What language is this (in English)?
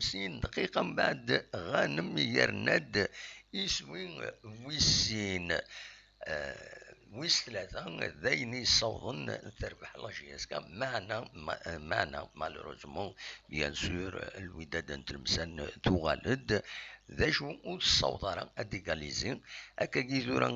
Kabyle